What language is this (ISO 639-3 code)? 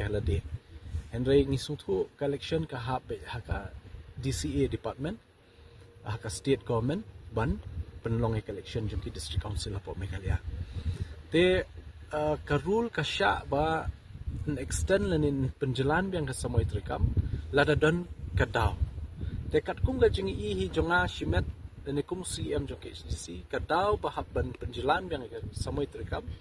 kha